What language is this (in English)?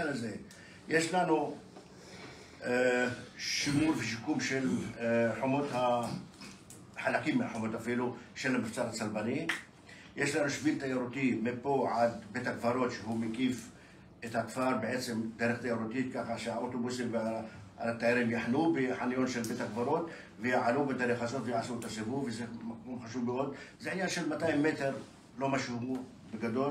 Hebrew